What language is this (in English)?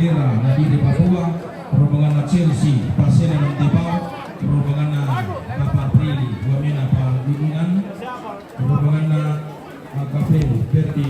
Toraja-Sa'dan